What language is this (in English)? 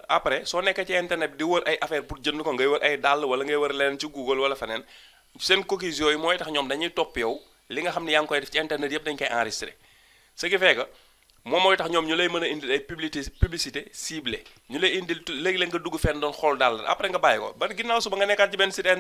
Wolof